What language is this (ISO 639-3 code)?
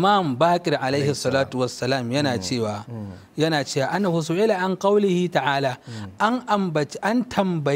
hau